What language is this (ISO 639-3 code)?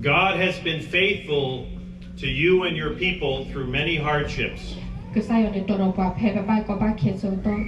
ksw